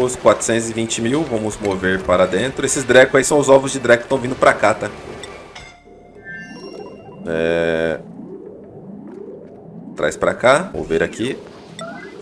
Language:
Portuguese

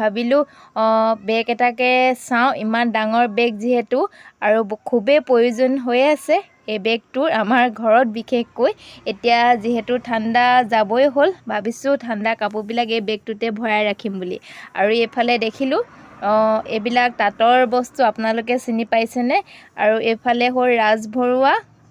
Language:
Assamese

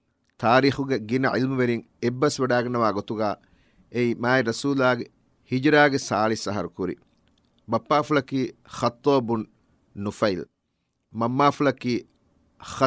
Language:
Divehi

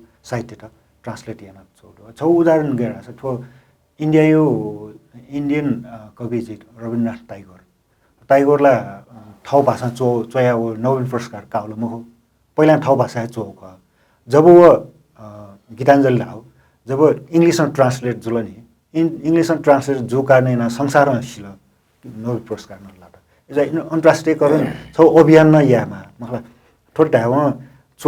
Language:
Newari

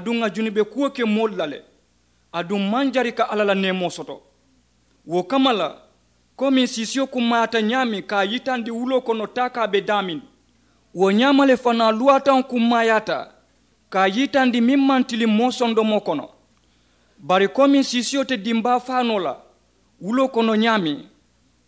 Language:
Mandingo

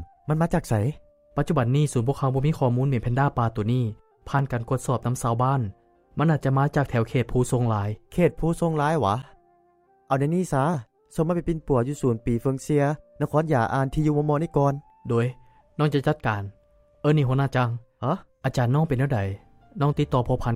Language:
Lao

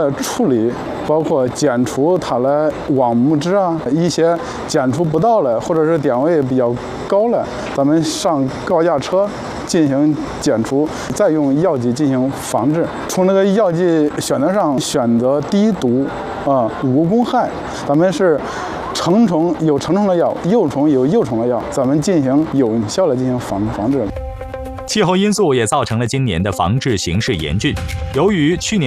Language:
Chinese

